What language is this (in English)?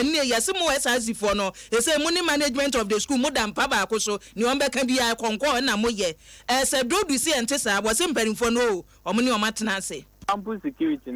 Akan